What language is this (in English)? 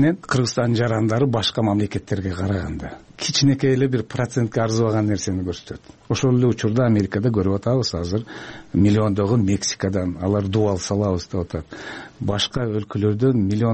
Kyrgyz